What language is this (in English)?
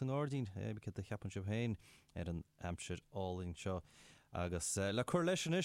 Irish